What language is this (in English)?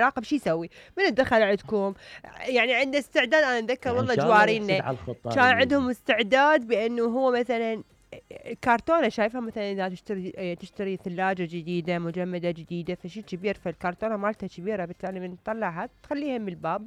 Mesopotamian Arabic